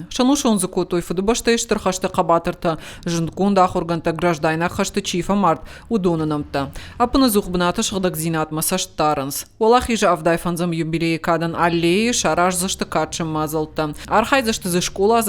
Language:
Ossetic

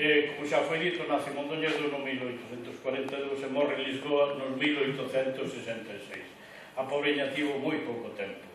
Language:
Galician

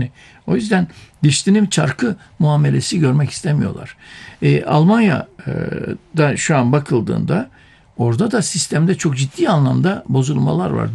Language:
Turkish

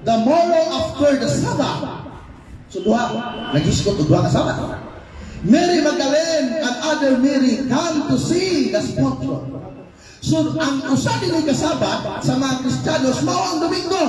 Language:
Cebuano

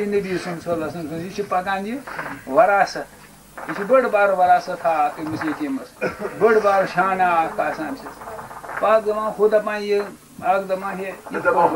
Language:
Kashmiri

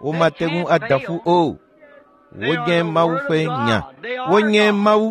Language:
Ewe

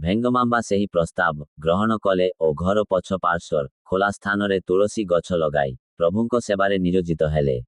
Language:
Odia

